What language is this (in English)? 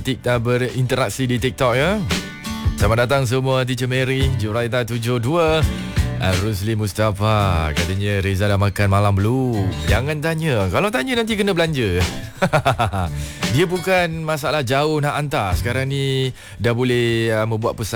Malay